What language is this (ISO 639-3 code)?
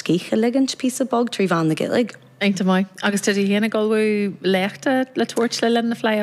gle